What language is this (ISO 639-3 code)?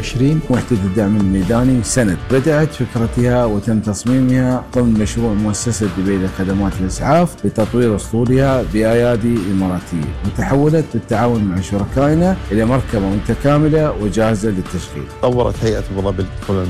ara